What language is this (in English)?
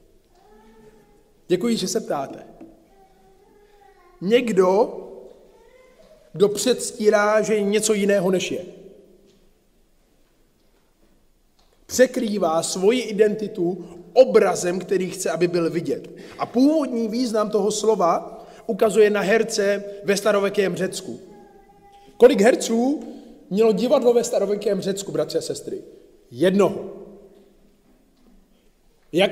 Czech